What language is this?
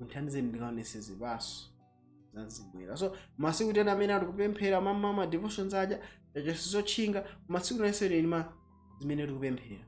Nyanja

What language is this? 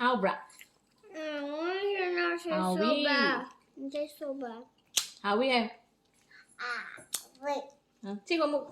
Manipuri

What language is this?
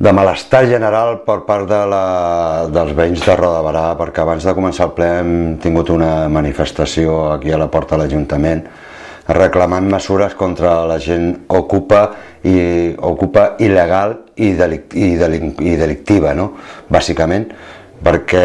Catalan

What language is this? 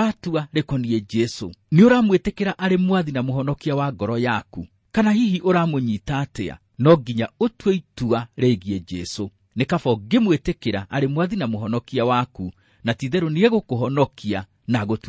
Kikuyu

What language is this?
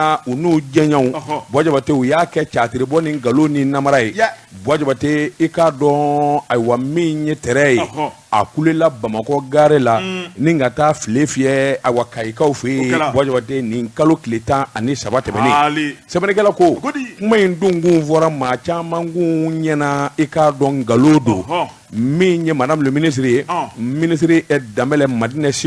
Bambara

